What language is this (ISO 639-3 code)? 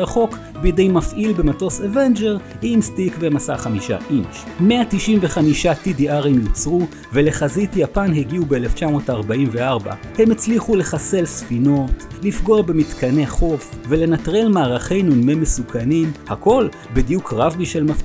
heb